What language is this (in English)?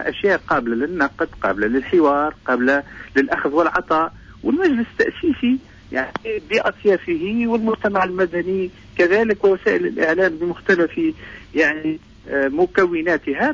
Tunisian Arabic